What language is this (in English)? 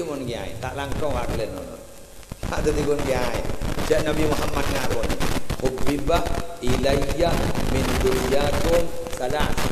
Madurese